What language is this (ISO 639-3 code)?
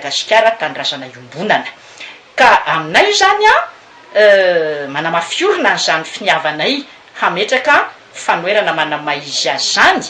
mlg